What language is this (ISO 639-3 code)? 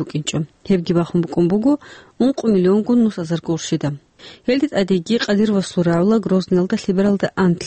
ava